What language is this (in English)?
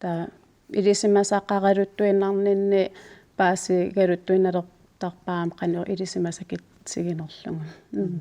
Kalaallisut